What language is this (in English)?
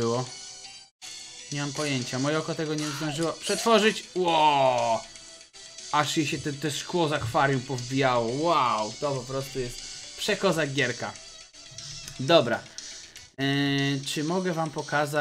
Polish